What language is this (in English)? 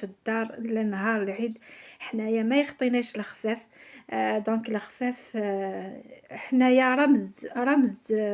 Algerian Arabic